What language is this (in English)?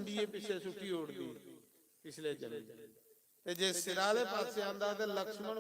Dogri